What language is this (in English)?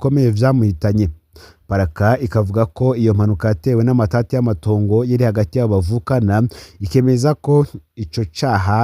Rundi